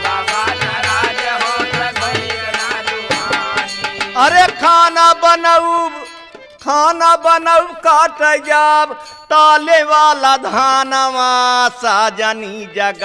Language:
Bhojpuri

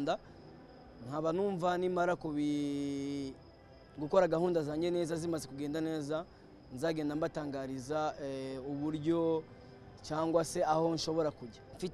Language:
Kinyarwanda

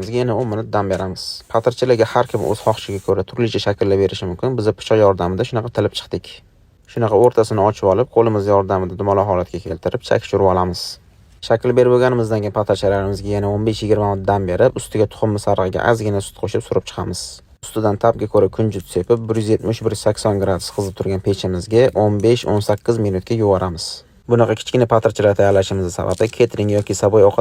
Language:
Uzbek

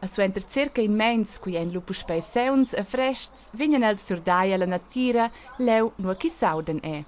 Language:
Romansh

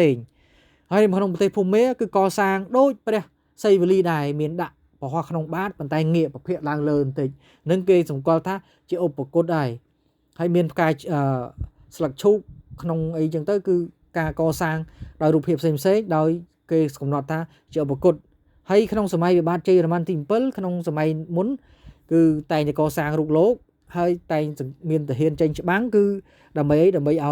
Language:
Khmer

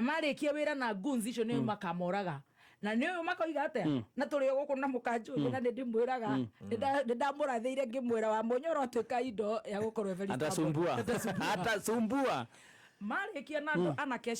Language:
Kikuyu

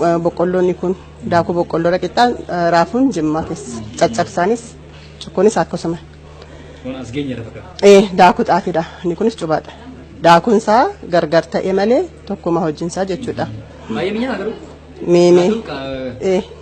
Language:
Oromo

